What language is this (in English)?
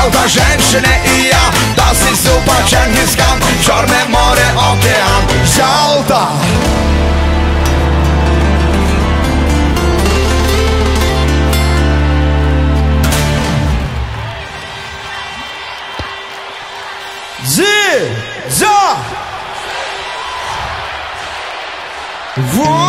Ukrainian